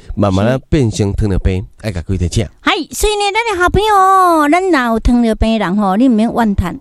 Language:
Min Nan Chinese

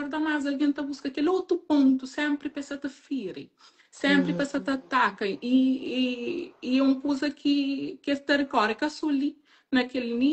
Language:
Kabuverdianu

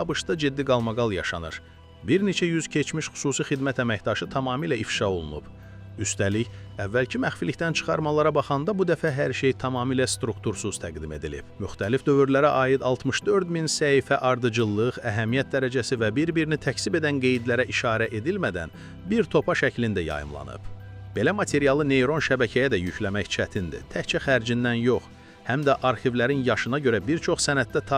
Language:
Azerbaijani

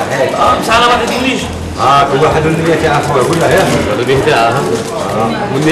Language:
Algerian Arabic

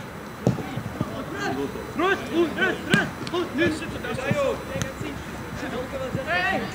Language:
Dutch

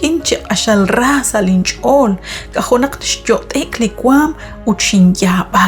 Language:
Kekchí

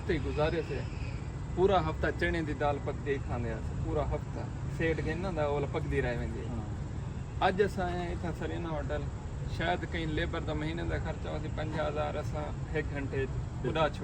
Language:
Saraiki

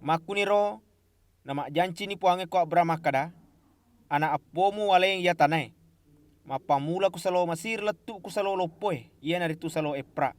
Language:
Buginese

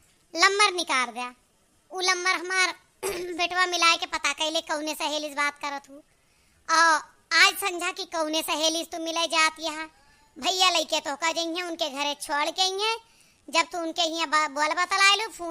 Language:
Awadhi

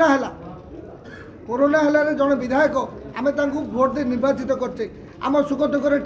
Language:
Odia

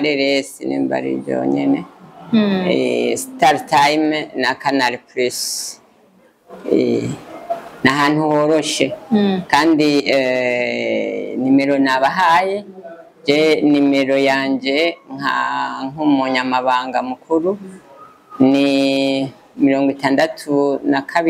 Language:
Rundi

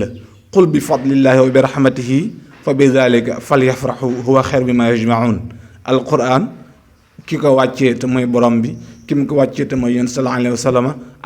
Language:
Wolof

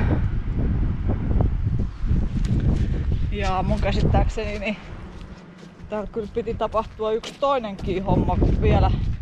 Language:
Finnish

